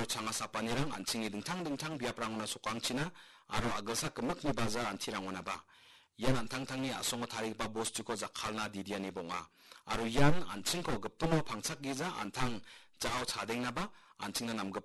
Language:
Garo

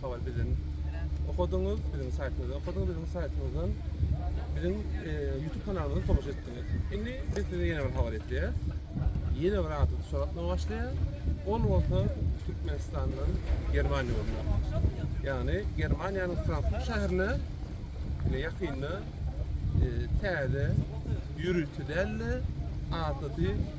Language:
Turkmen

